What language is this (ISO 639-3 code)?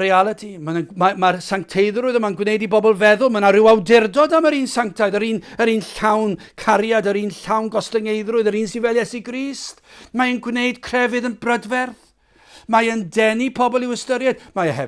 cym